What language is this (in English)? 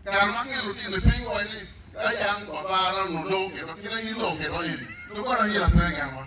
Acoli